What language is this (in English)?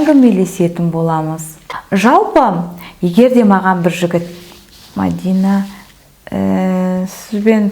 Kazakh